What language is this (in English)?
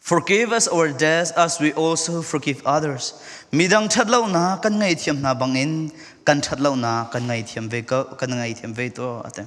Falam Chin